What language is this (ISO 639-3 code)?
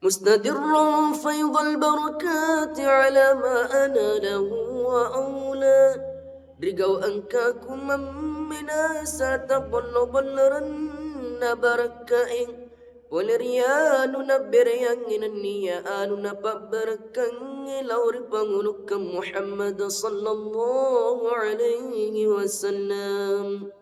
bug